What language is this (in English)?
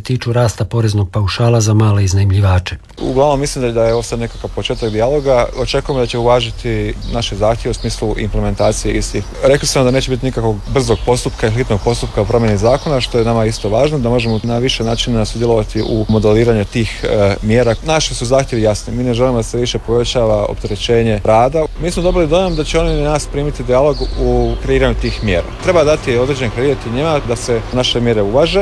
Croatian